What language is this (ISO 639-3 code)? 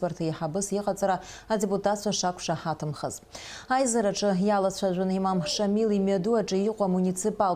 abk